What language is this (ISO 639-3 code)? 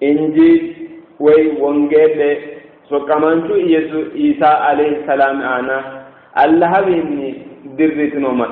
sid